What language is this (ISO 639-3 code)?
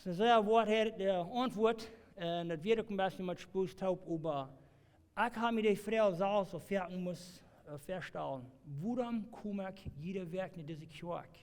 pdt